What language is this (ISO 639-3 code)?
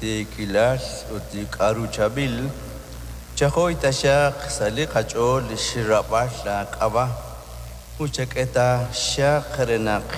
kek